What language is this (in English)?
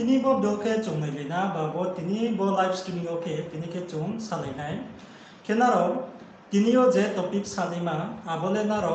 Riang (India)